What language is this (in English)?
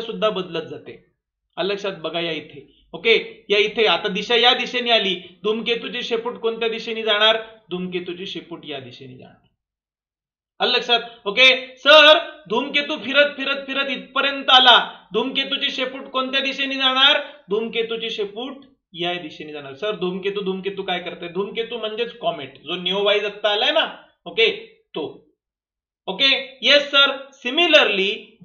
Marathi